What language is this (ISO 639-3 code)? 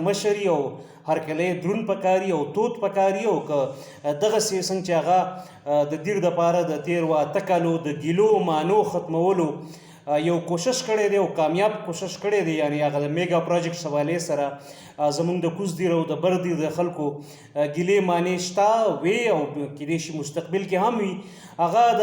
pus